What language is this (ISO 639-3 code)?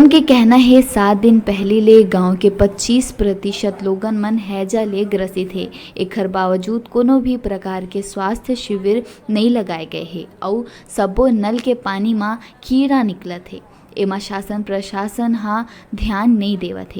hne